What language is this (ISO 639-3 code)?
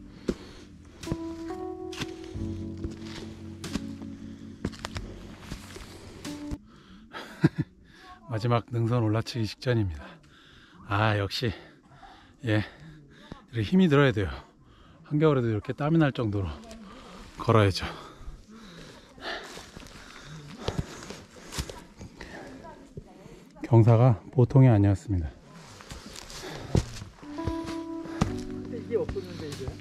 kor